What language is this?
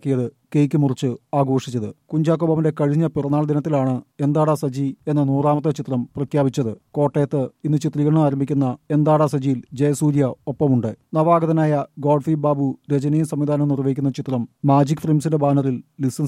Malayalam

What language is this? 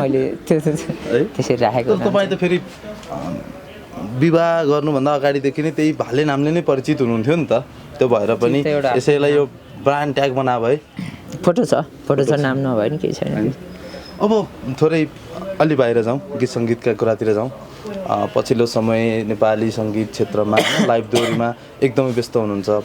Nepali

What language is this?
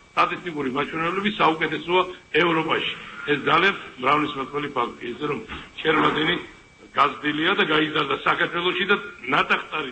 Georgian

